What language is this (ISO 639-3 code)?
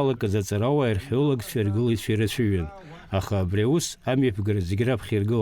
abk